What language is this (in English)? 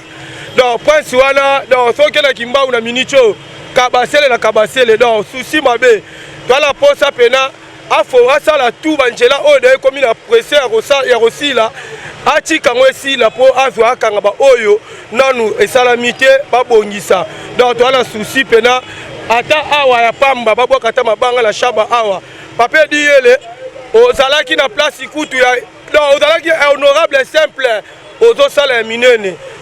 Lingala